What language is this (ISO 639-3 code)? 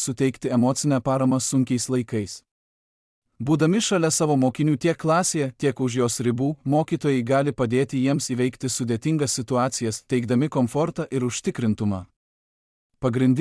lit